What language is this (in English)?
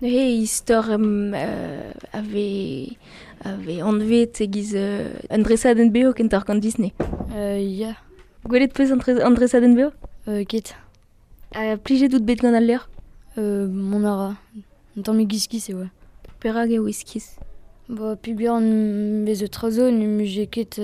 Breton